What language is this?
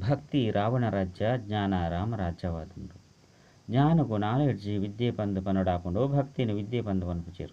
Tulu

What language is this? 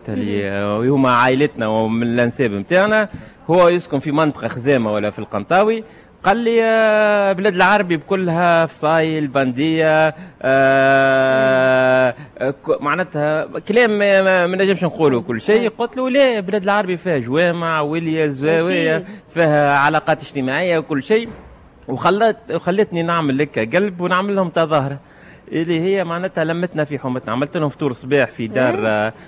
Tunisian Arabic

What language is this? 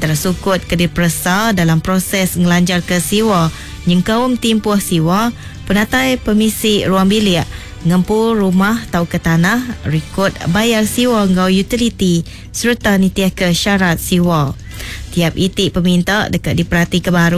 Iban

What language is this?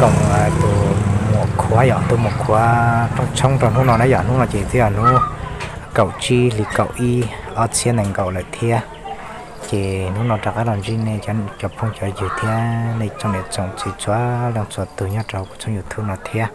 Hmong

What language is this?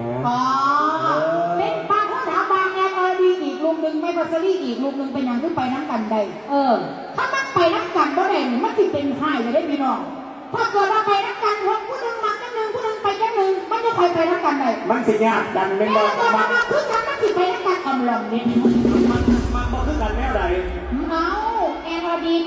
Northeastern Thai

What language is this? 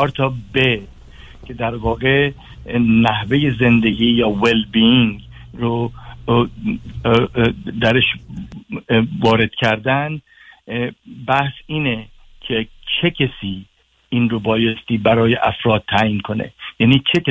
Persian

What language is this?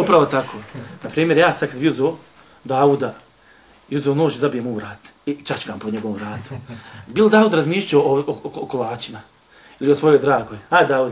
Bosnian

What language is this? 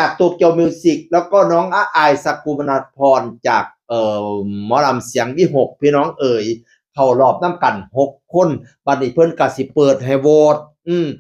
Northeastern Thai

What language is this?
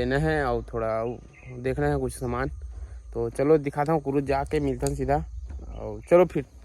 Chhattisgarhi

